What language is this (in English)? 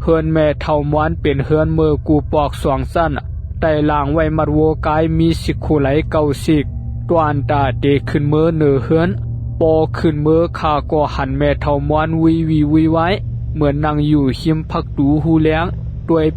Shan